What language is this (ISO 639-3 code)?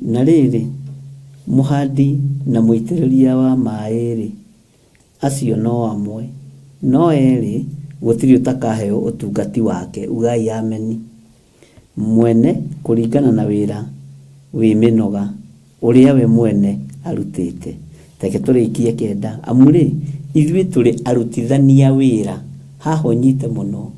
kik